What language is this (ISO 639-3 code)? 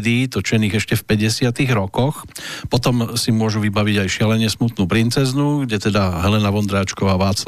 slk